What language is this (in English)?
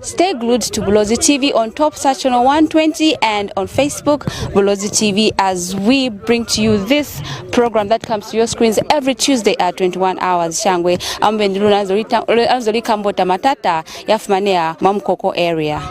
Lozi